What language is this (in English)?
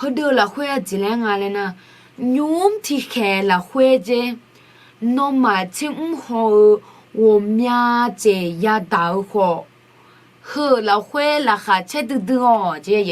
Akha